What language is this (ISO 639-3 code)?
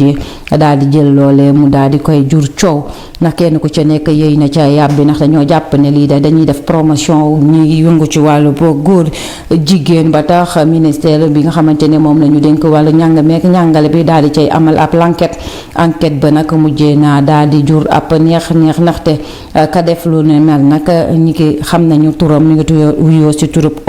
wol